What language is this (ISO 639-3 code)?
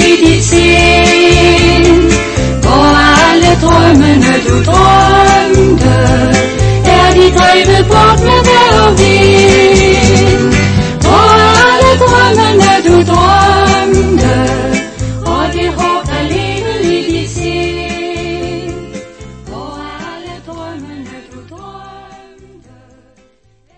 dan